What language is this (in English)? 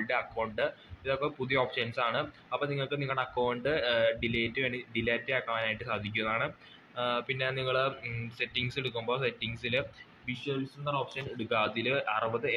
Malayalam